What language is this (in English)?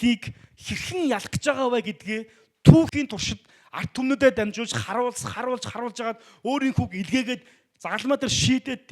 Mongolian